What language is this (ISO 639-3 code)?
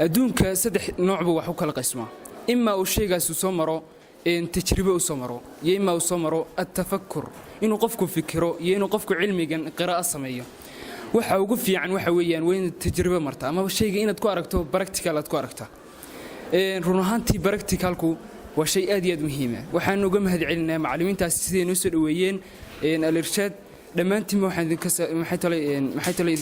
som